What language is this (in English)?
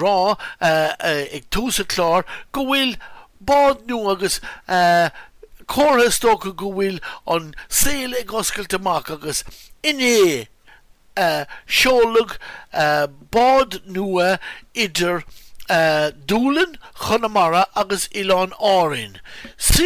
Irish